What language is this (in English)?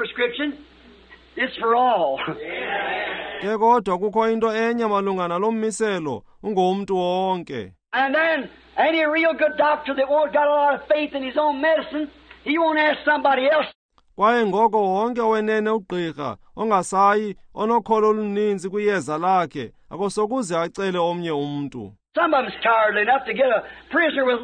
Xhosa